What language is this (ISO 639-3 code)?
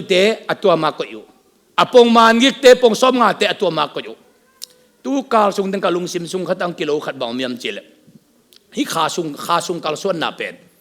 ctd